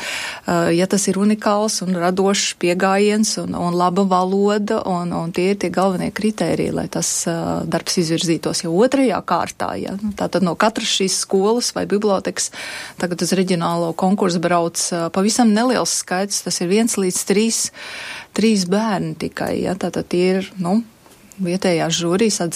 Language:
Latvian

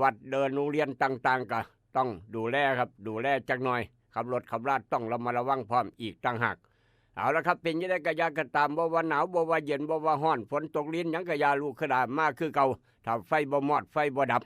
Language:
Northeastern Thai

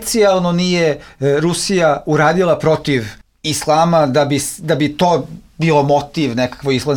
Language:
Bosnian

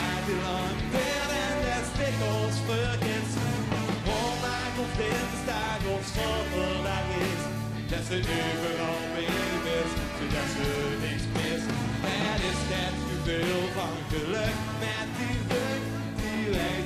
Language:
Limburgish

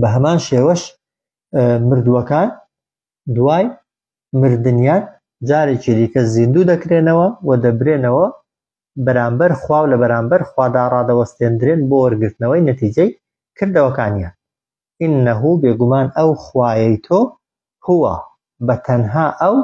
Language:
Central Kurdish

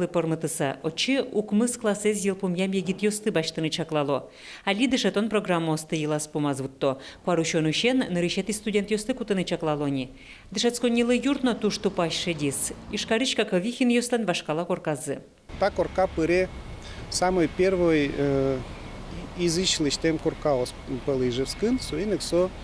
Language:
Udmurt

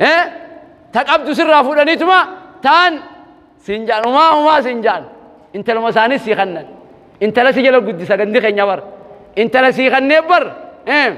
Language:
Oromo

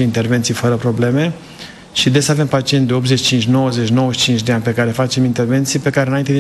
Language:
Romanian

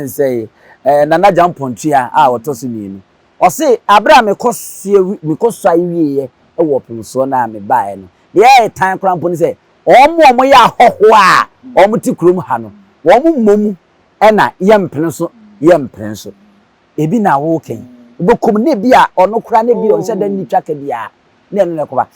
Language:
Akan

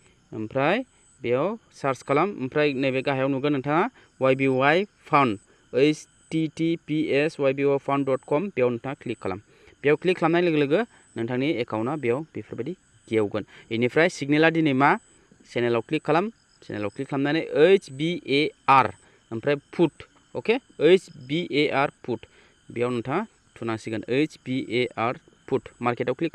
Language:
Bodo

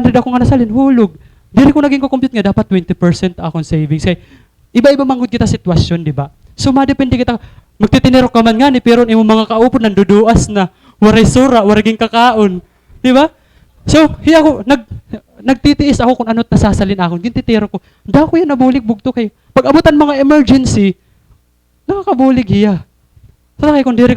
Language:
Waray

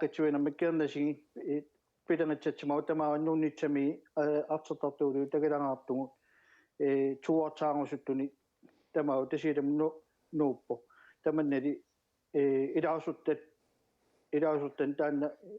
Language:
Kalaallisut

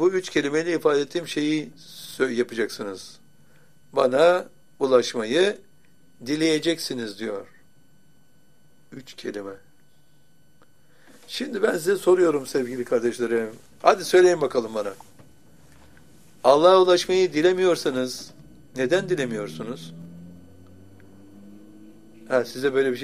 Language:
Turkish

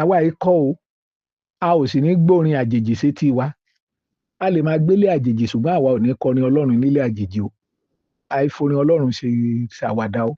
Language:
Yoruba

